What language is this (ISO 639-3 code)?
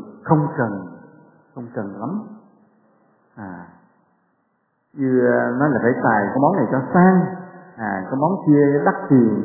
vie